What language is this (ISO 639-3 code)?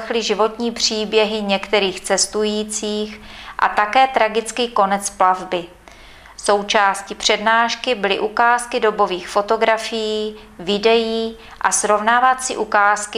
ces